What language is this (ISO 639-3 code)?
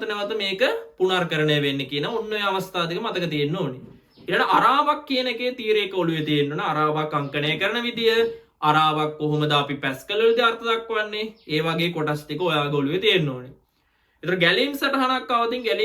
sin